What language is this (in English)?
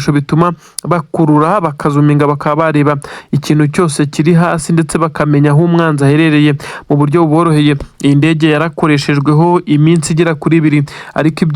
Kinyarwanda